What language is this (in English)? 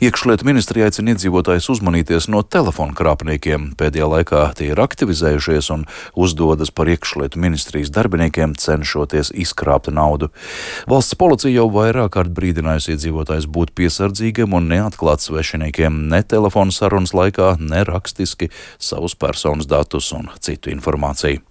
Latvian